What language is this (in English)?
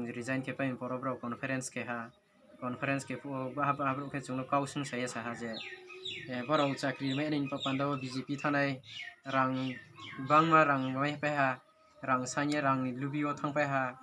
Riang (India)